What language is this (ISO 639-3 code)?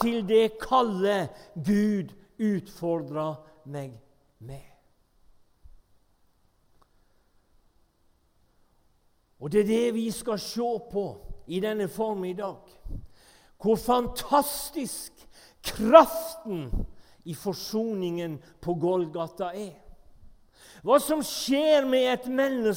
nor